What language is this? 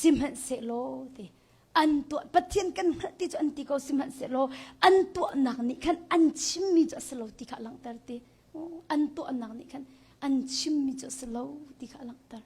Hakha Chin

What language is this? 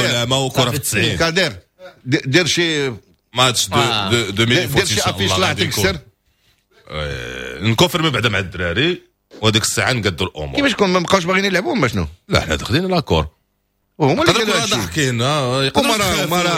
Moroccan Arabic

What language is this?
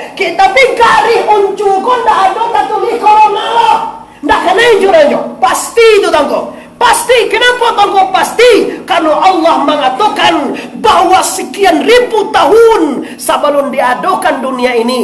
Minangkabau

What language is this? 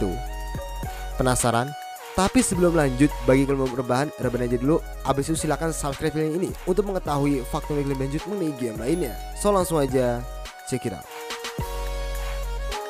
Indonesian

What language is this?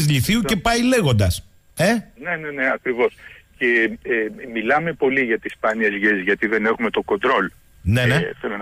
Greek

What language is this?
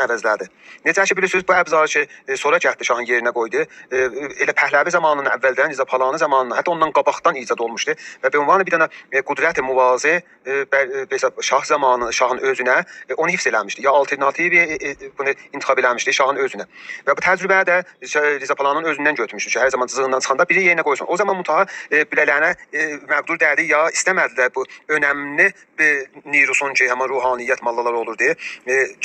South Azerbaijani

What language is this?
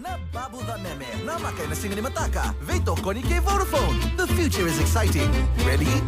Fijian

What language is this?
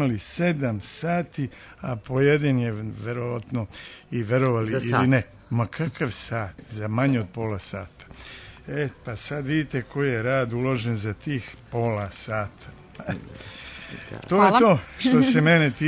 Serbian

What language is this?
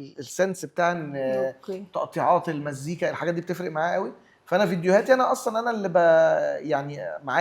Egyptian Arabic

